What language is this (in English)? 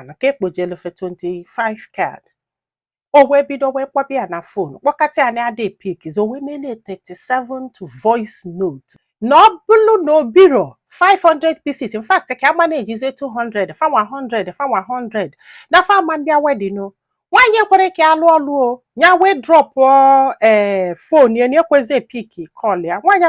Igbo